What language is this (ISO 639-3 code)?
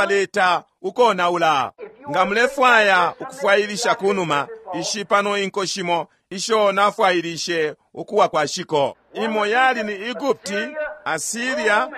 bem